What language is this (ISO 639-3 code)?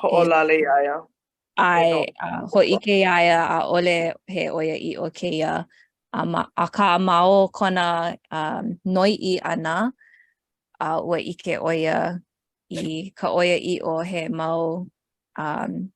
haw